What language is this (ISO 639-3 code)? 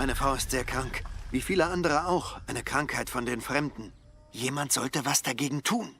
gsw